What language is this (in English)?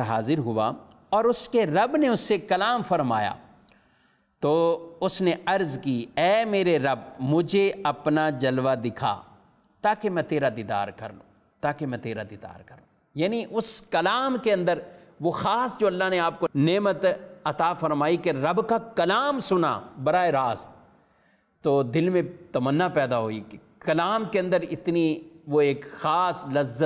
Urdu